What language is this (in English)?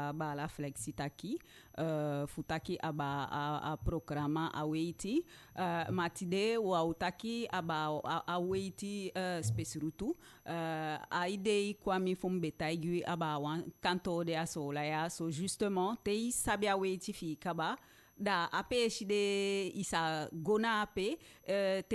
Eastern Maroon Creole